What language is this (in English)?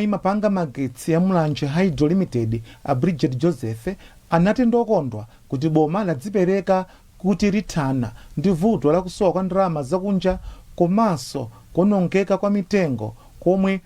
Nyanja